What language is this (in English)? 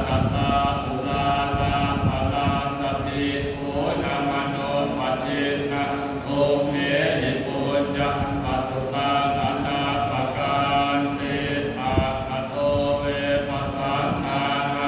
Pali